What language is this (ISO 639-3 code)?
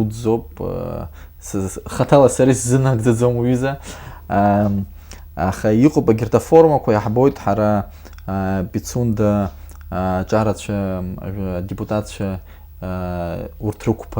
abk